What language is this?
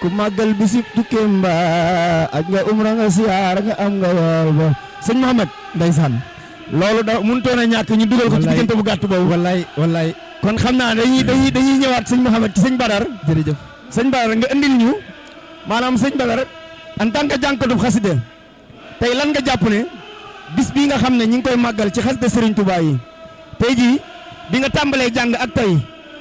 Wolof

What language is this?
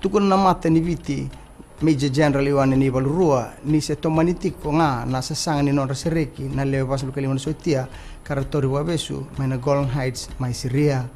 Fijian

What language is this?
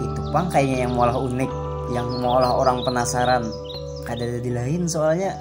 Banjar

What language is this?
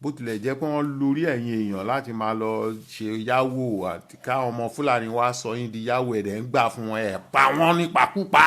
Yoruba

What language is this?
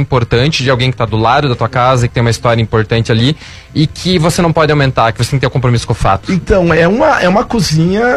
Portuguese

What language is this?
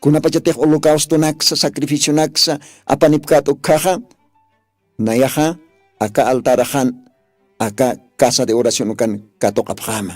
Aymara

